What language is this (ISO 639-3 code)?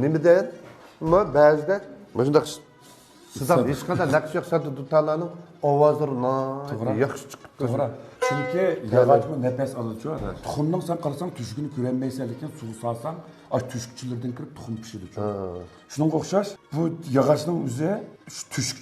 uig